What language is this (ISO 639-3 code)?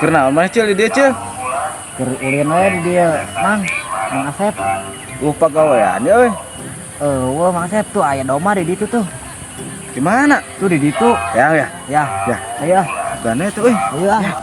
sun